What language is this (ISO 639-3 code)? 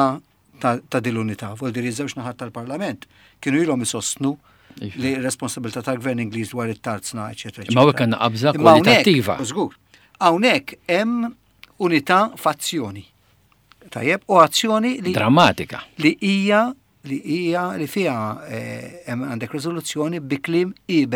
mlt